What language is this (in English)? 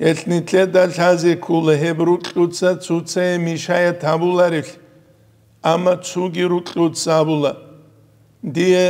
Avaric